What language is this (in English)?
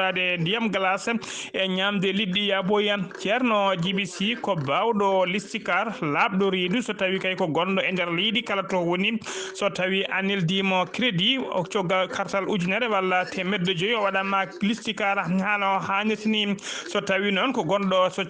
Fula